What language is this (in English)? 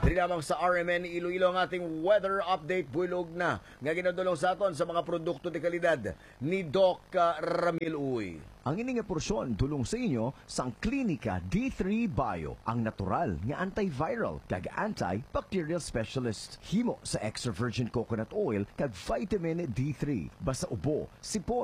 Hiligaynon